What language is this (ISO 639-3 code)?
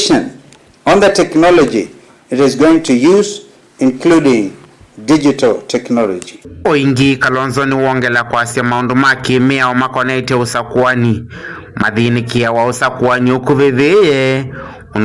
kam